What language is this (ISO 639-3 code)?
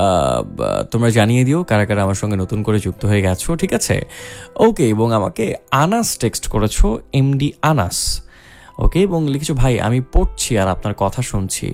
ben